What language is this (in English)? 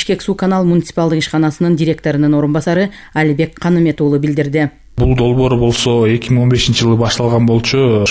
Kyrgyz